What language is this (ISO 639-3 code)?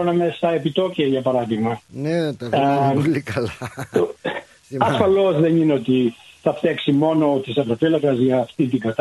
ell